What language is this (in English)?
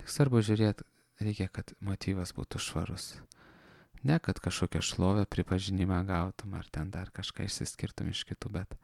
Lithuanian